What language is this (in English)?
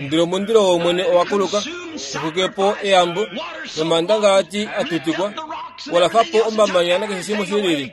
Kuanyama